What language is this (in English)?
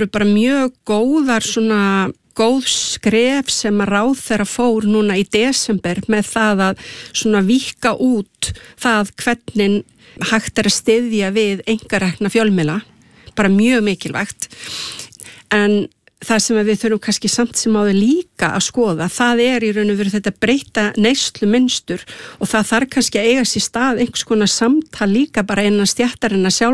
Icelandic